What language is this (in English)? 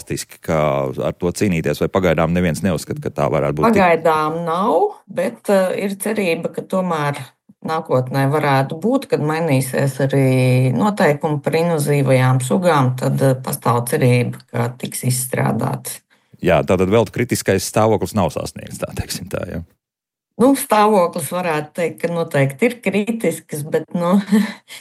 Latvian